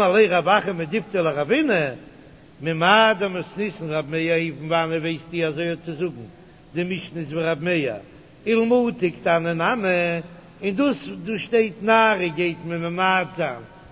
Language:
Yiddish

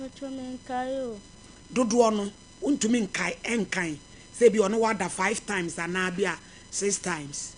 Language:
Akan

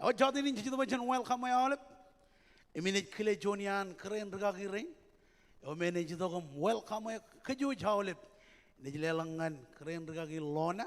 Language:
Marshallese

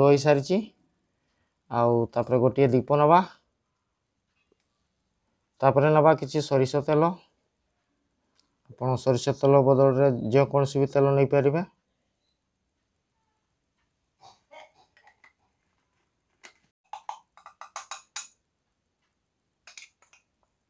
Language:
Odia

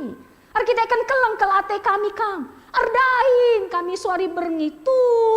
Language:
Batak Karo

